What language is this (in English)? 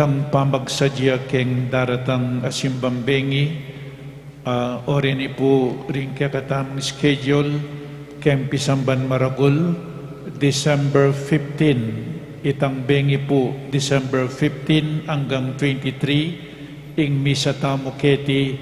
Pampanga